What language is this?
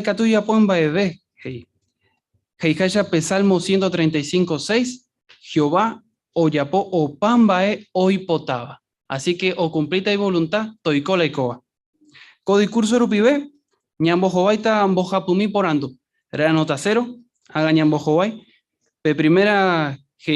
Guarani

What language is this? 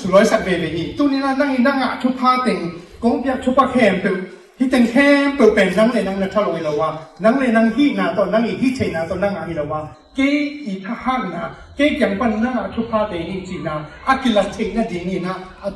Tedim Chin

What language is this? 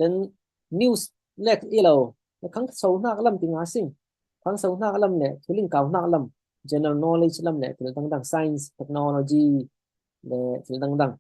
Falam Chin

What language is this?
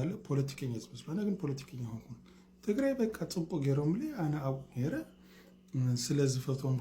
Tigrinya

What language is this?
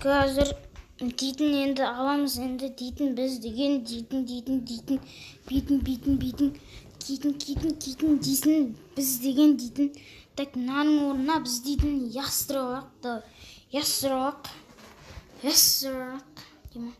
Kazakh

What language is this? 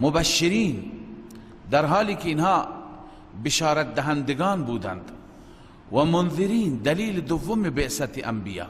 Persian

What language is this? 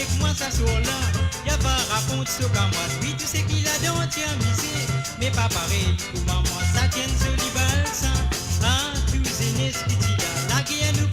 Morisyen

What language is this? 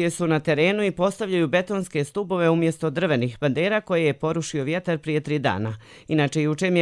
Croatian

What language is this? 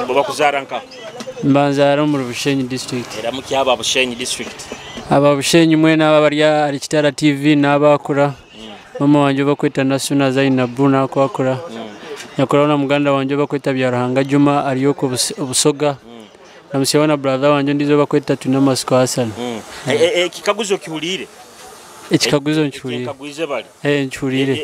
Nyoro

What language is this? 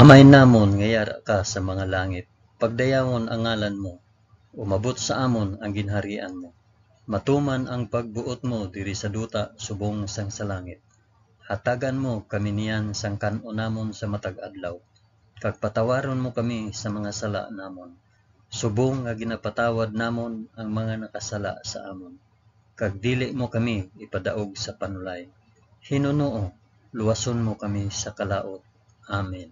Hiligaynon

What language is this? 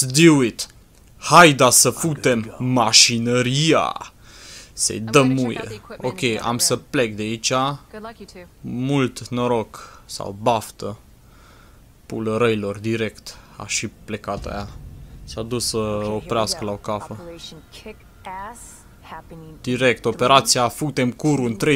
Romanian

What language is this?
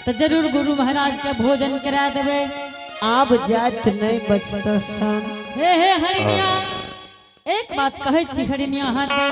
Angika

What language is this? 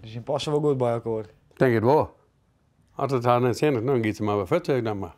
Western Frisian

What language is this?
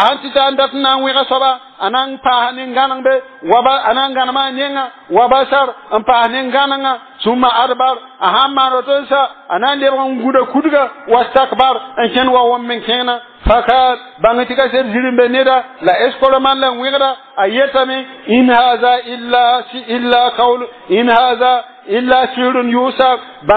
Mossi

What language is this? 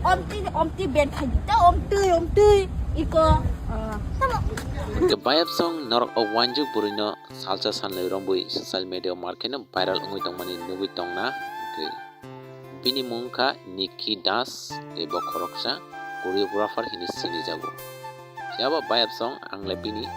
Kok Borok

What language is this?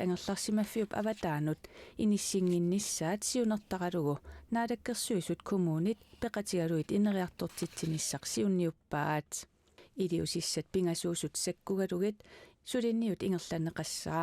Kalaallisut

